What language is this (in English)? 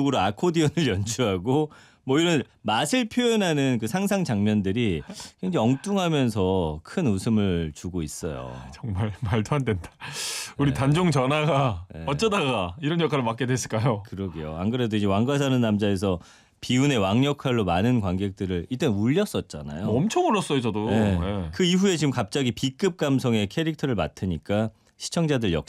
Korean